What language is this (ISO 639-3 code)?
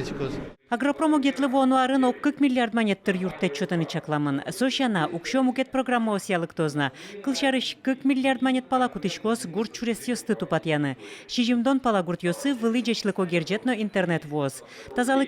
udm